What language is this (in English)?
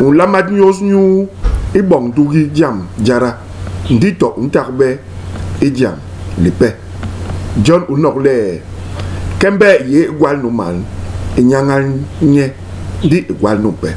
Basaa